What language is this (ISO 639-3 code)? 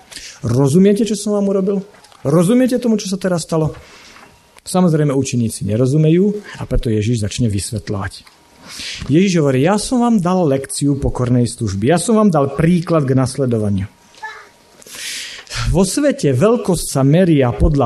slk